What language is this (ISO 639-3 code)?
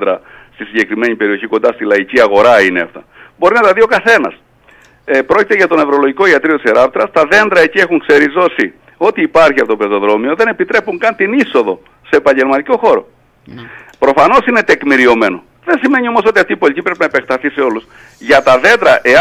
ell